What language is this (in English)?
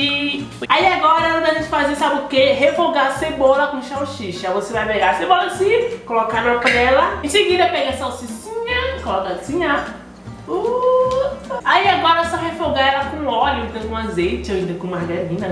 Portuguese